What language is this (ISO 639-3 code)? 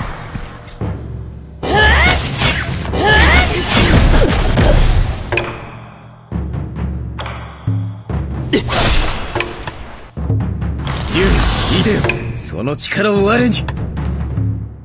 jpn